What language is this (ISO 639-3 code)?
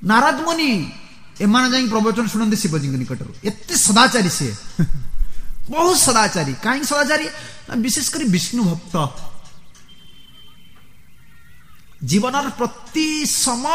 ori